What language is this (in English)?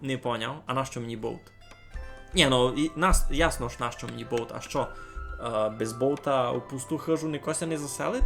Rusyn